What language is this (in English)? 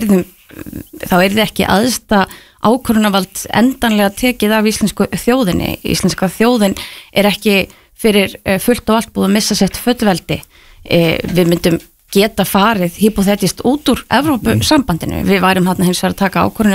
Icelandic